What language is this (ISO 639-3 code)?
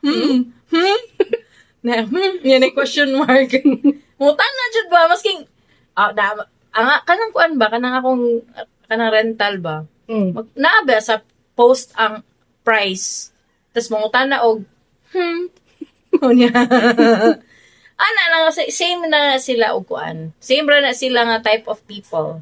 ceb